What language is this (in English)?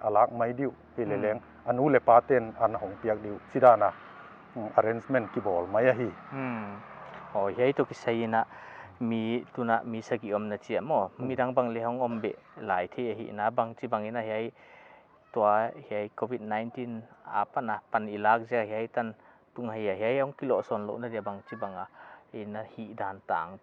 Paite Chin